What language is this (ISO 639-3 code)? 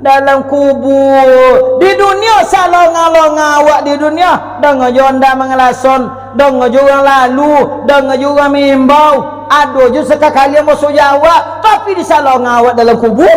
min